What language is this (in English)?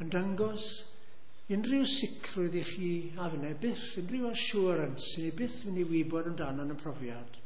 Welsh